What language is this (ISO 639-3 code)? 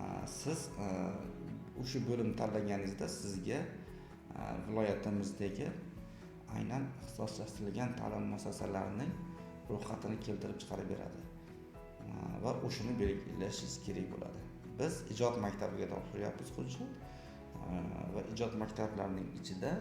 uzb